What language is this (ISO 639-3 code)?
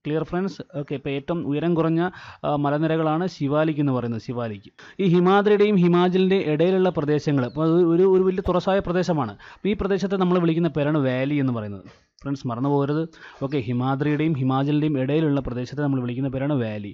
mal